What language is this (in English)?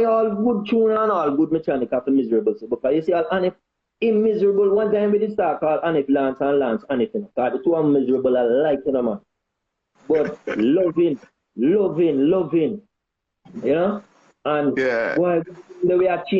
Jamaican Creole English